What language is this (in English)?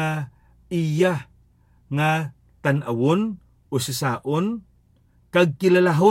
Hiligaynon